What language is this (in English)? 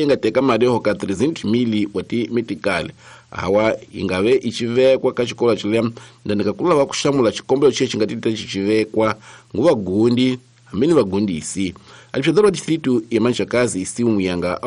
Tsonga